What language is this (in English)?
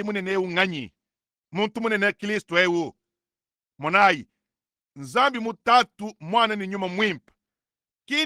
Luba-Lulua